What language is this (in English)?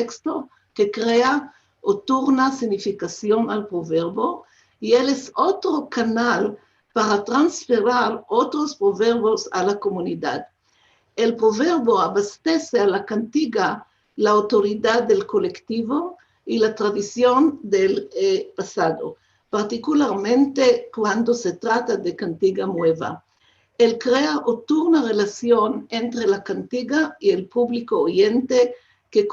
Ladino